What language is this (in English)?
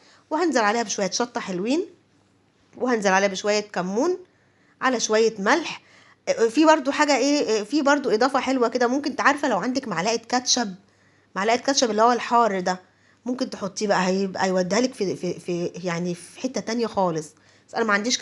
Egyptian Arabic